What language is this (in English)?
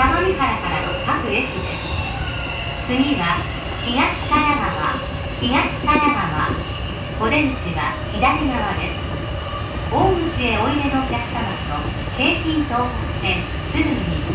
Japanese